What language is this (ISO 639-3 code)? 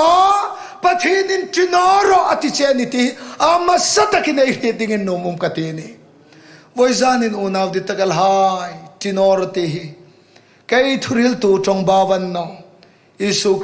hmr